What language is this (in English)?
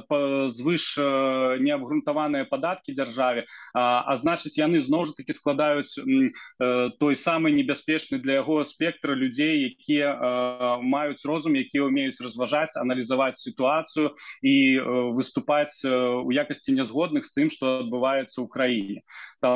Belarusian